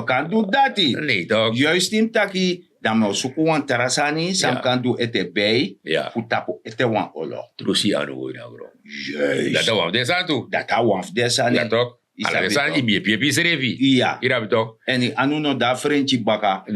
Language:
Sranan Tongo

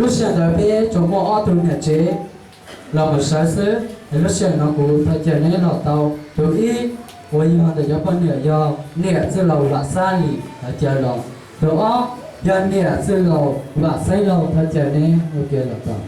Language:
Hmong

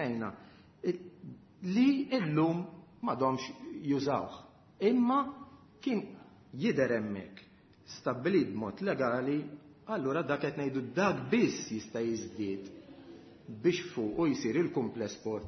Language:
Maltese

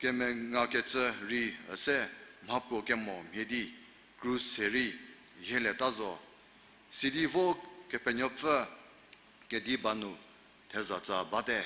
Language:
Angami Naga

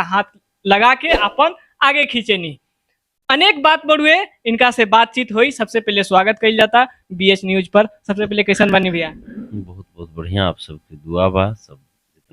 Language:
Bhojpuri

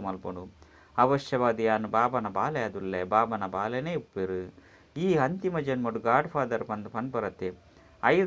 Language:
Tulu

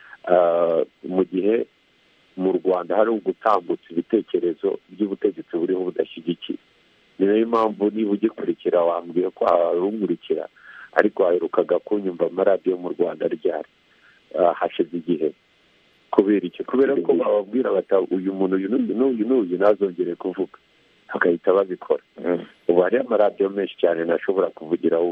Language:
Kinyarwanda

